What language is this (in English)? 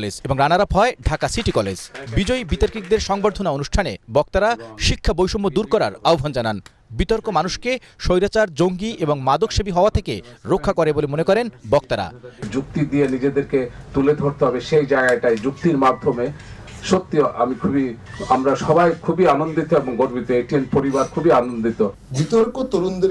Bangla